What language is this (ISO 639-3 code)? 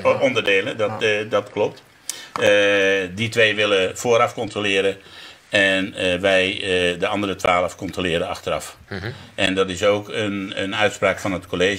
nld